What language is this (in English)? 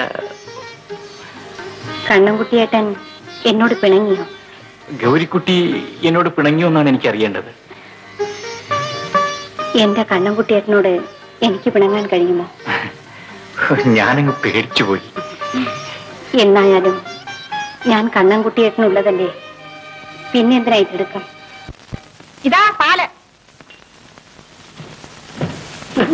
Malayalam